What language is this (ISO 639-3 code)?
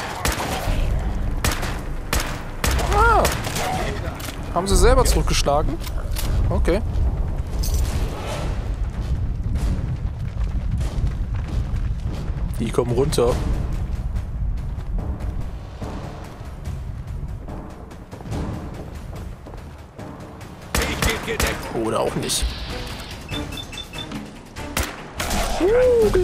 deu